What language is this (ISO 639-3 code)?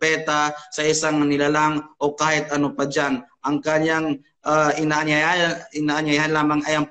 fil